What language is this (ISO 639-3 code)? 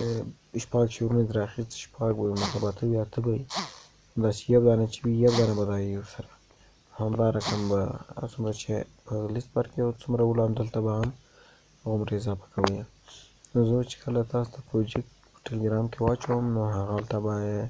pus